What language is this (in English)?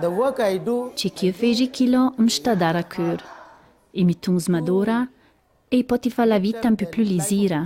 Ladin